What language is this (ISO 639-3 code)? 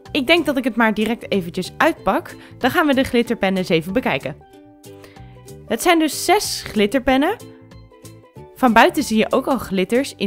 nld